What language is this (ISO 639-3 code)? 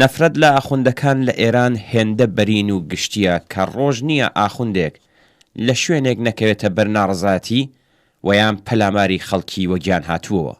ckb